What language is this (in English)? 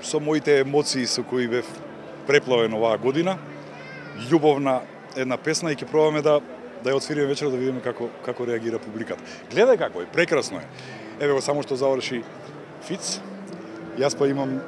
Macedonian